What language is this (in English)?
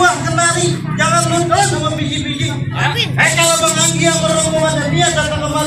Betawi